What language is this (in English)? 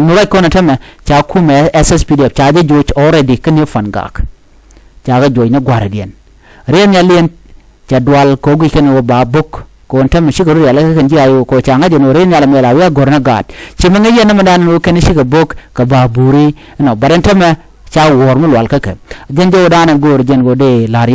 Nuer